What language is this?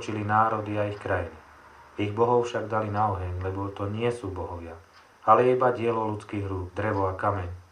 Slovak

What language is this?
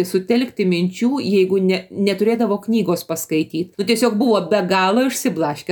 Lithuanian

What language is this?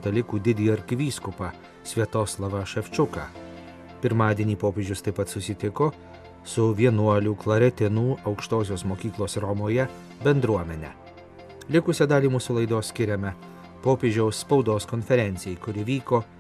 Lithuanian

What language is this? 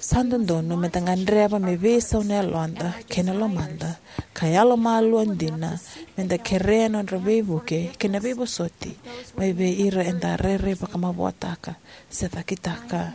Fijian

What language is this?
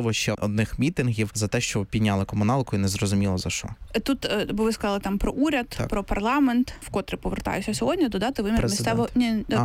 Ukrainian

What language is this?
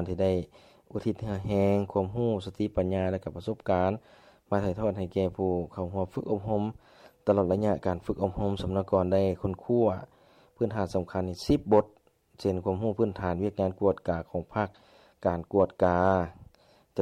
Lao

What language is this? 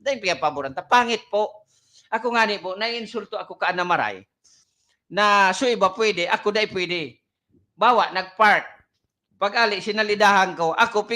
Bikol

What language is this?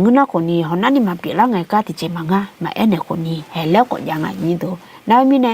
Akha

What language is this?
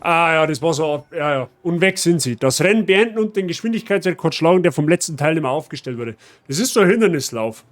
Bavarian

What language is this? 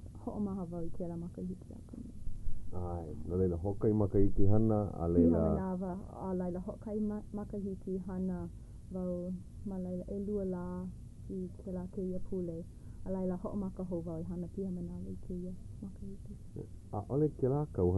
Hawaiian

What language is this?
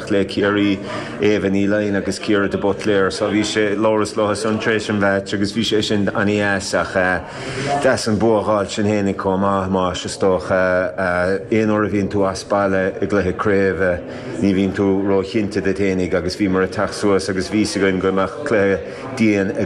Irish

